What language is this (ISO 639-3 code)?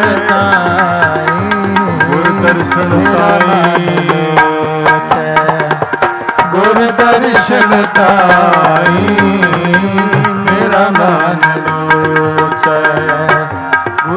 pan